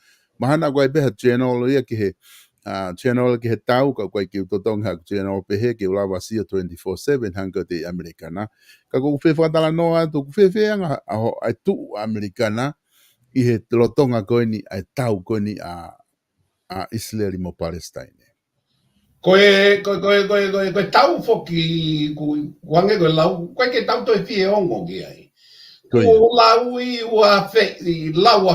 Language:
Tongan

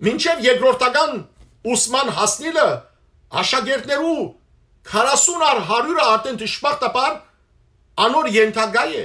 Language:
Western Armenian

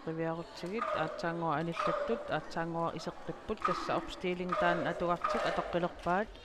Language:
Kalaallisut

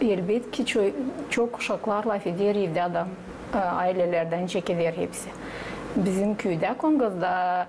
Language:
Gagauz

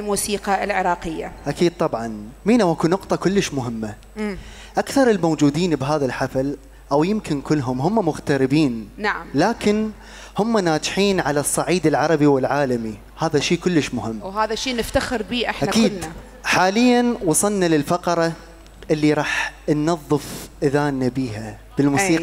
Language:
Mesopotamian Arabic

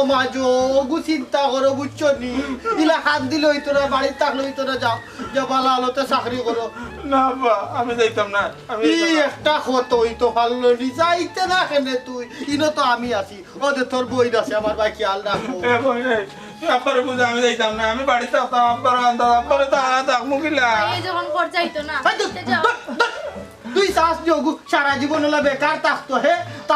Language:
Sylheti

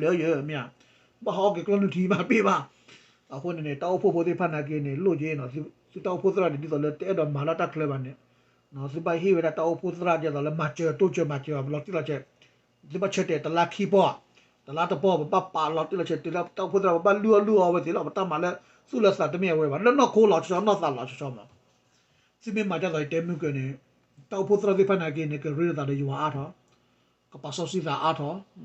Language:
S'gaw Karen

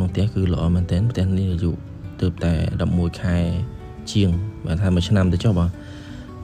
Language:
Khmer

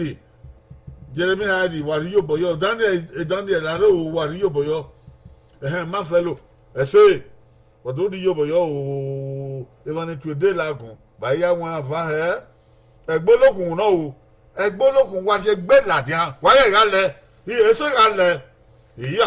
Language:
Bini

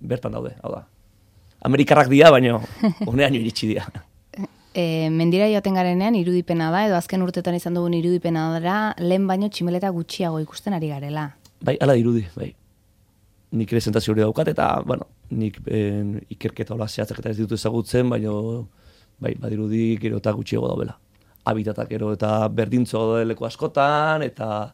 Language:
Basque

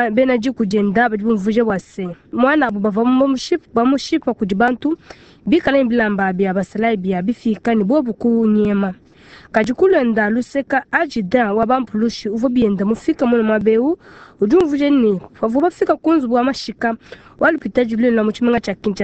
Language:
Luba-Lulua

